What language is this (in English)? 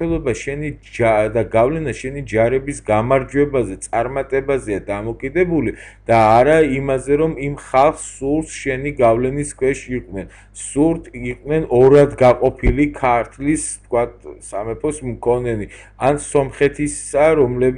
Georgian